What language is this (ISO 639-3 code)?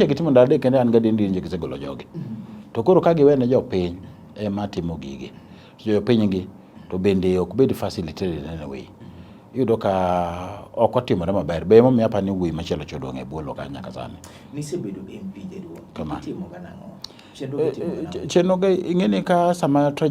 luo